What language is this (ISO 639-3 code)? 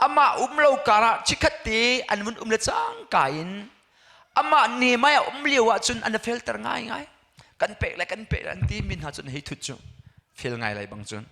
cnh